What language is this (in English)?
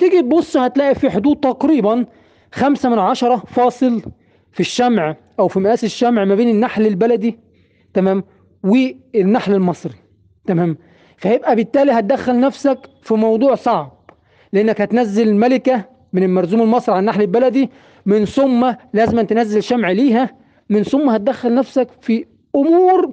Egyptian Arabic